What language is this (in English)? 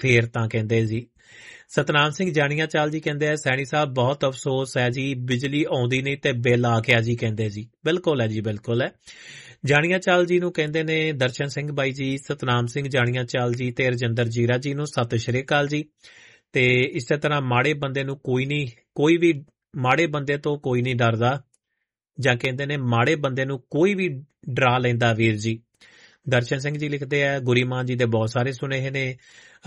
Punjabi